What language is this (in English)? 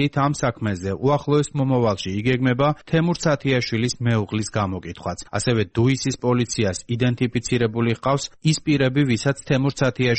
Georgian